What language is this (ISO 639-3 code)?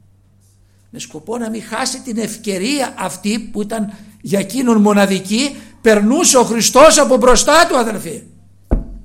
ell